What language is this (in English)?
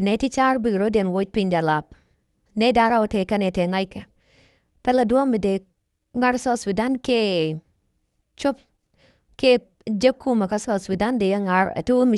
Nuer